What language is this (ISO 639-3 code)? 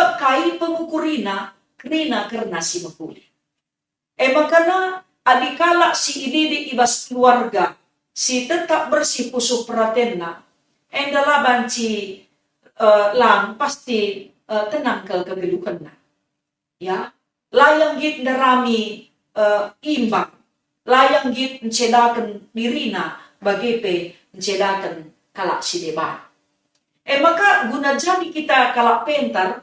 btx